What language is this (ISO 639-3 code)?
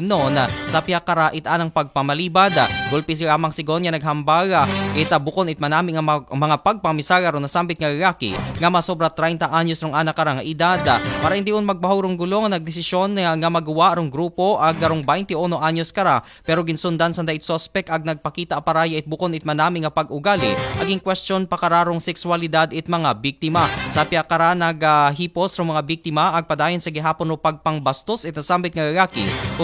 akl